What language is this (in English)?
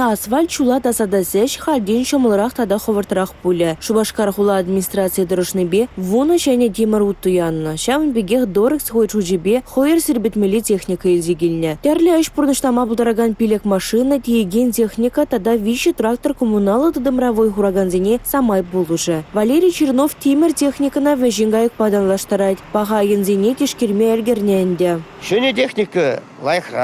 Chuvash